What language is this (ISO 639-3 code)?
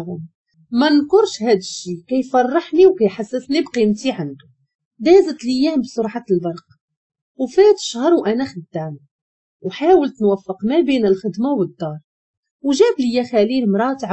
ary